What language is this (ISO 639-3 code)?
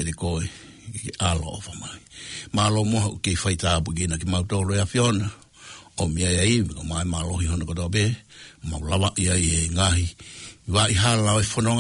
ton